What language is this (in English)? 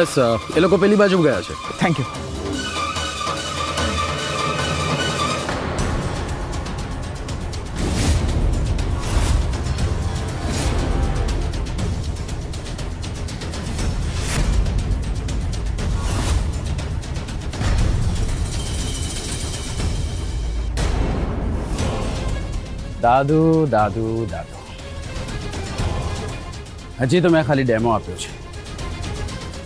Gujarati